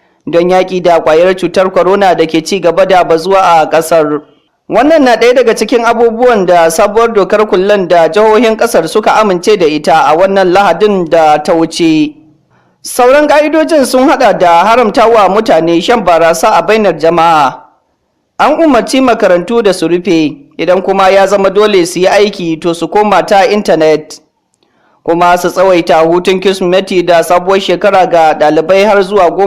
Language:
Hausa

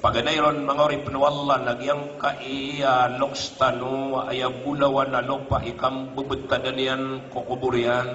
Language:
Maranao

